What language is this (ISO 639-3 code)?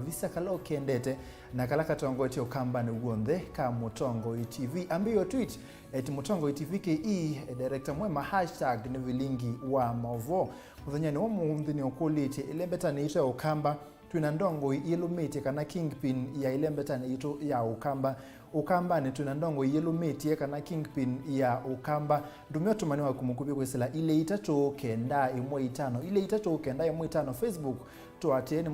kam